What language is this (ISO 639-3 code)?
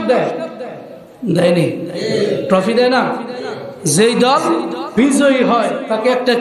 ben